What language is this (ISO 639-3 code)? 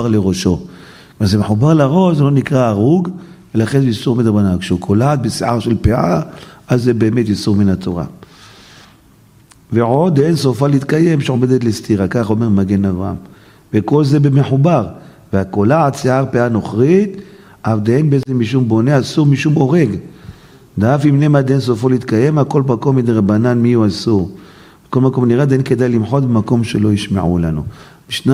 heb